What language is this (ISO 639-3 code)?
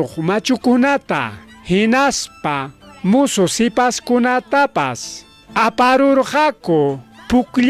quy